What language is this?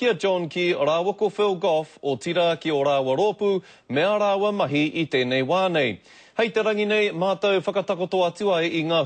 Māori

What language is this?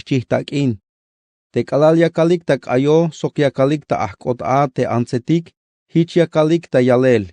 Tzeltal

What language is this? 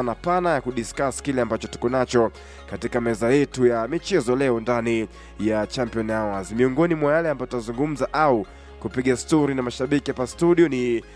Swahili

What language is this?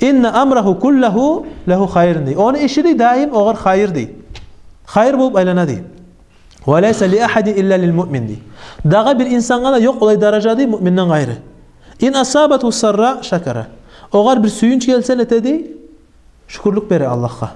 Kumyk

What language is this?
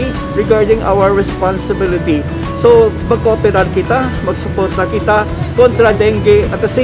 Hiligaynon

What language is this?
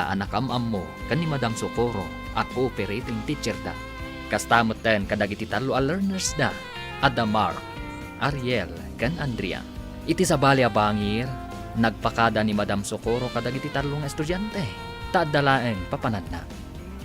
Iloko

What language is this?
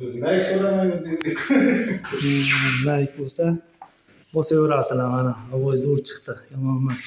Uzbek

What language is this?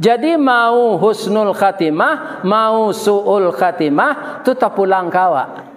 Minangkabau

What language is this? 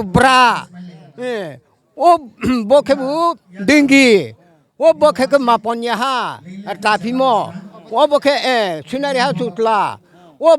Riang (India)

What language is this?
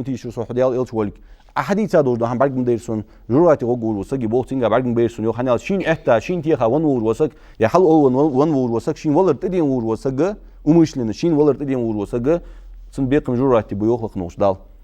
Ingush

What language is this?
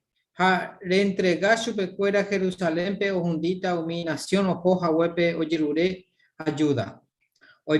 Guarani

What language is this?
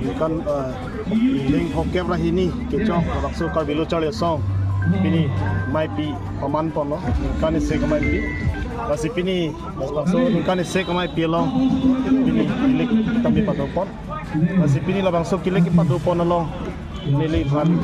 Karbi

